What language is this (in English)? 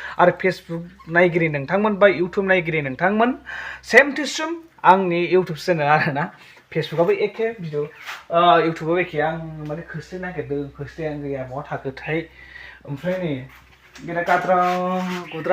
Bodo